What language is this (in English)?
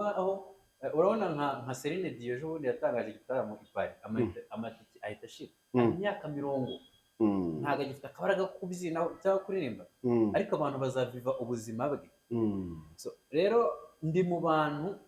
Kinyarwanda